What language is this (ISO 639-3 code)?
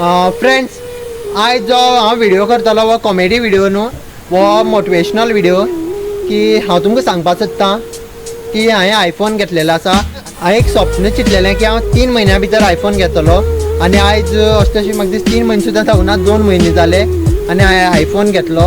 kok